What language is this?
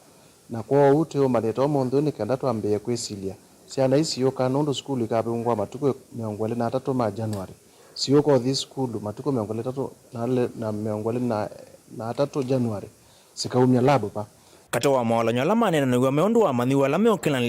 Kamba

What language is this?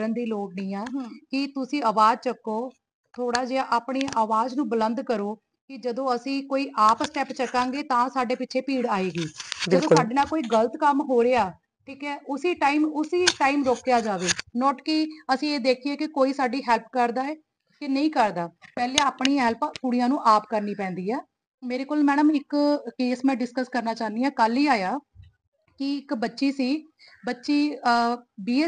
Punjabi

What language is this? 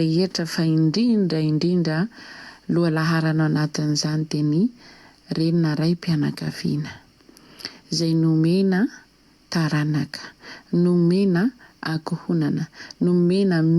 Malagasy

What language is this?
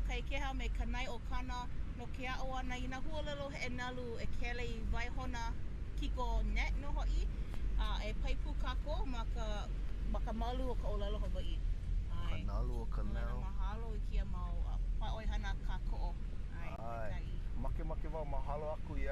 Hawaiian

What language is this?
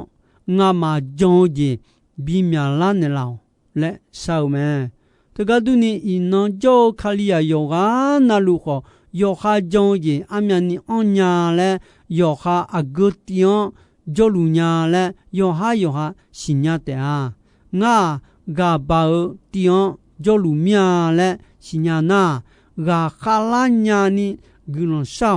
Akha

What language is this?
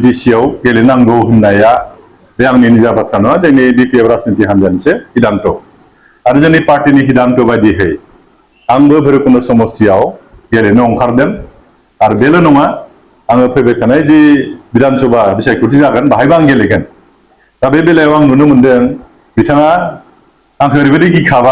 Bodo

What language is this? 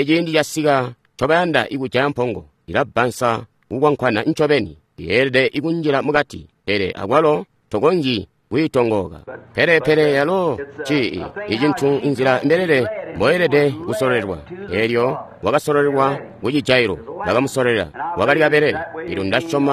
Tonga (Zambia)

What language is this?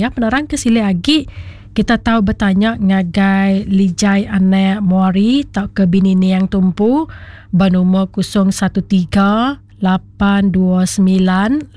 Iban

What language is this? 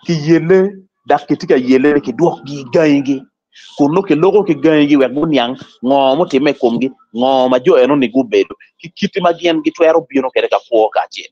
Acoli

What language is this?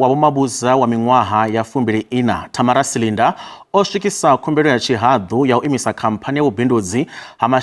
Venda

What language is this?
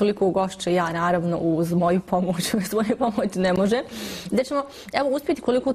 Bosnian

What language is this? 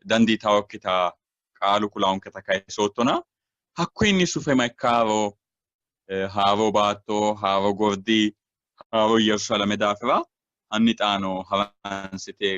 Sidamo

